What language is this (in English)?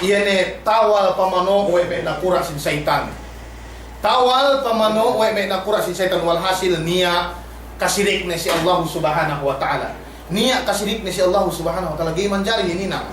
Yakan